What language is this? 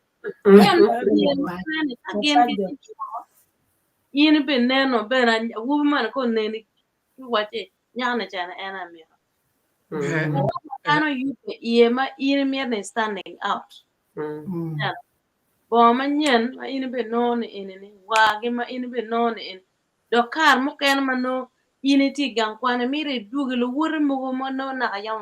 Acoli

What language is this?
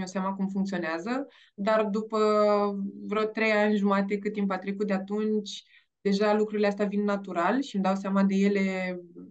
Romanian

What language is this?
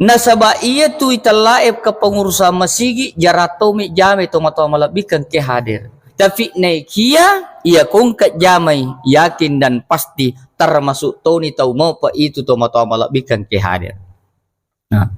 Buginese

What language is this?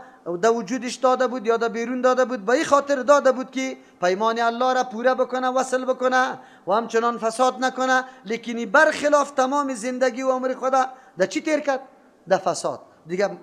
Persian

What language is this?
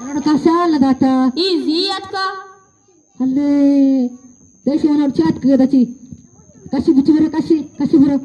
Eastern Balochi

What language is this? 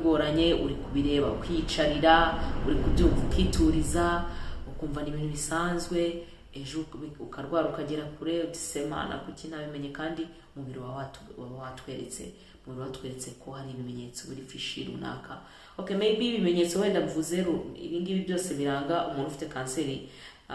Kinyarwanda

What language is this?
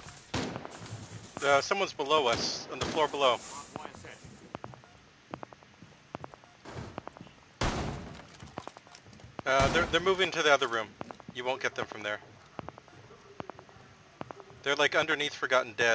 English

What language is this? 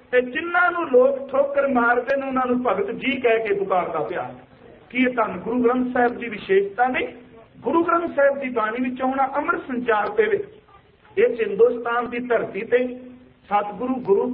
Punjabi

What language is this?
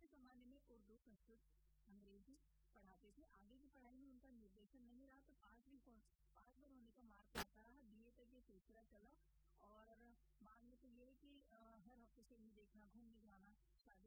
Hindi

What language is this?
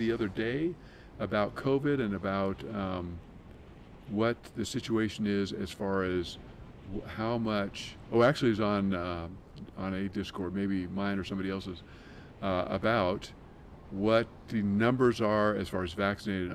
English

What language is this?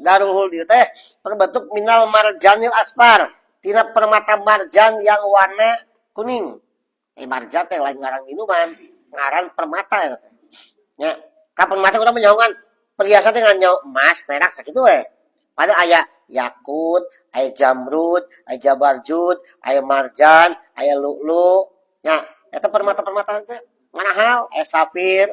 Sundanese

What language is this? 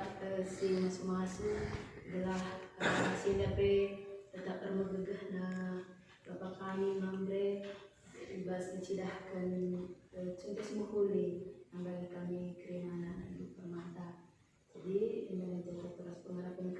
Batak Karo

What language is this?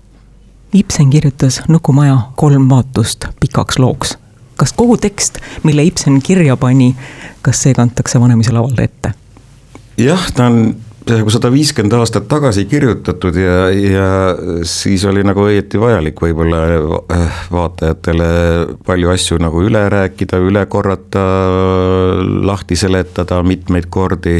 Estonian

